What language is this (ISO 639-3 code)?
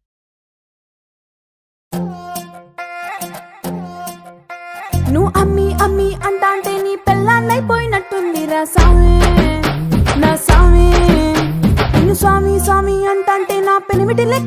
tel